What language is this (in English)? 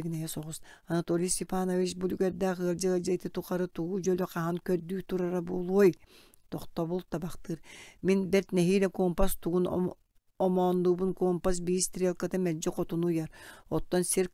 Yakut